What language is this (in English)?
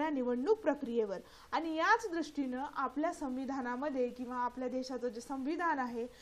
Marathi